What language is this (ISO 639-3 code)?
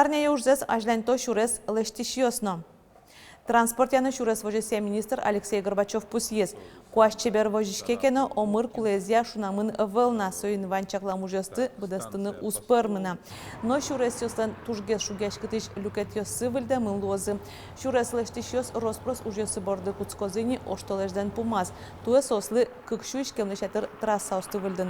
udm